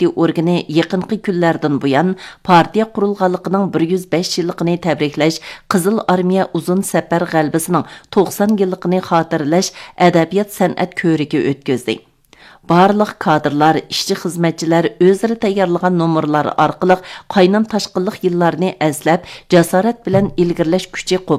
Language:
Uyghur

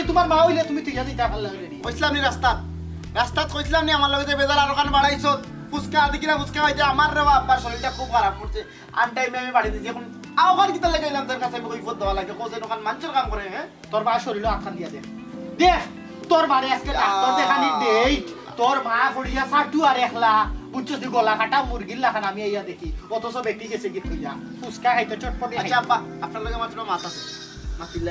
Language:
Sylheti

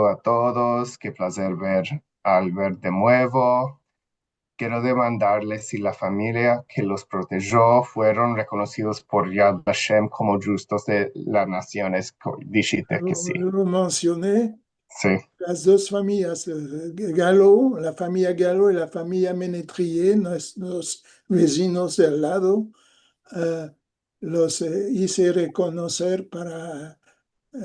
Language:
Ladino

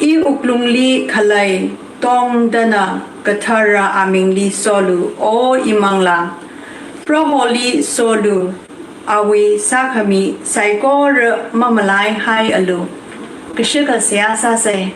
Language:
Tangkhul Naga (India)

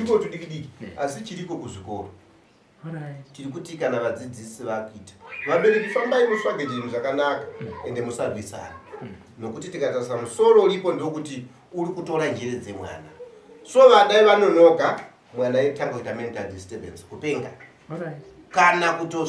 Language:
Shona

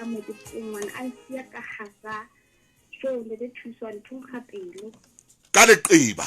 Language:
Southern Sotho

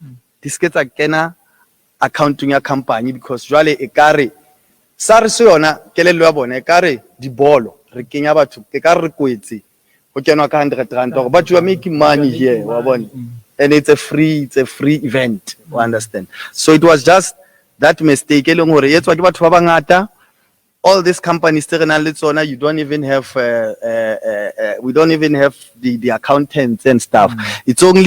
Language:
Southern Sotho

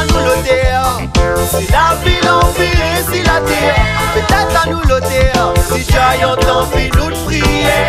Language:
Réunion Creole French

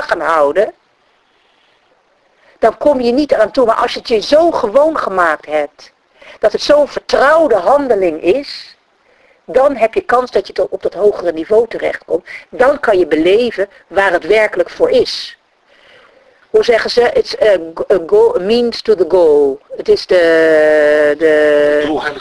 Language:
Dutch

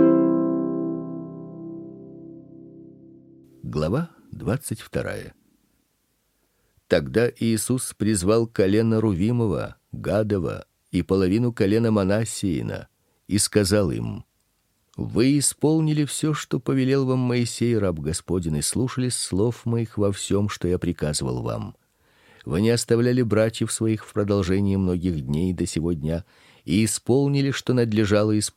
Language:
Russian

